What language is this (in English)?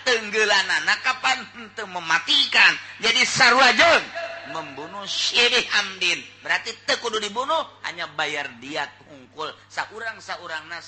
Sundanese